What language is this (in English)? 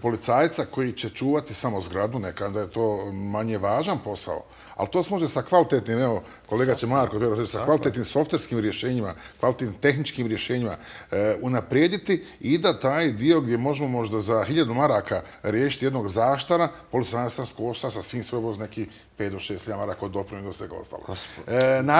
Bosnian